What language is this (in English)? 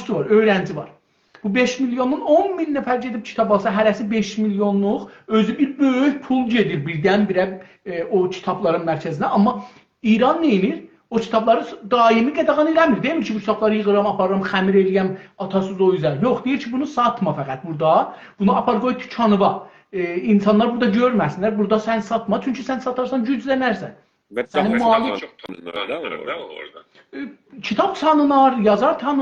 South Azerbaijani